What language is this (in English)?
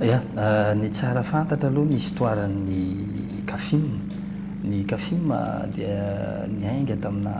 Malagasy